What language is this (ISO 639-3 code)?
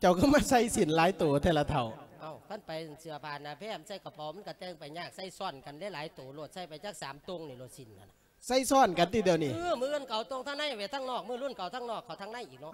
lao